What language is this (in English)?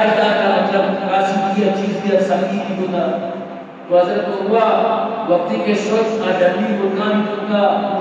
Eastern Balochi